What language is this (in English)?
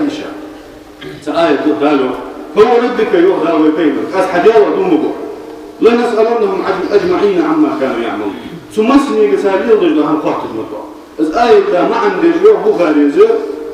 Ingush